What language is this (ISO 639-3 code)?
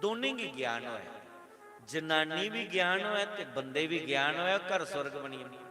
doi